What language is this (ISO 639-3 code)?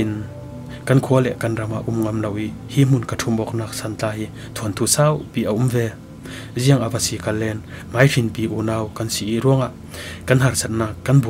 cfm